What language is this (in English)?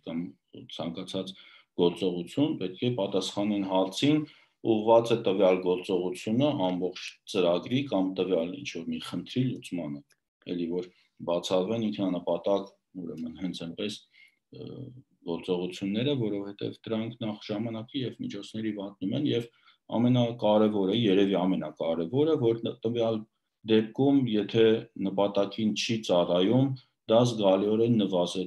Armenian